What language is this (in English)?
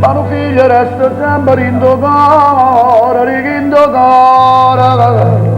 Neapolitan